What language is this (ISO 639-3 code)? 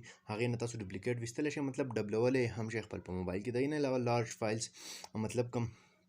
pus